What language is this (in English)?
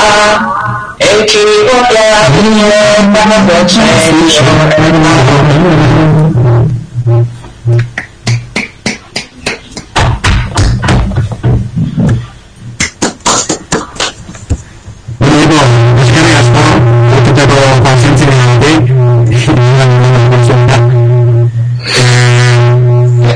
Basque